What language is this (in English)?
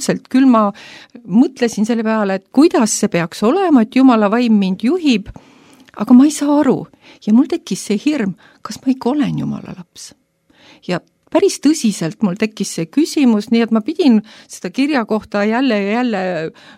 Estonian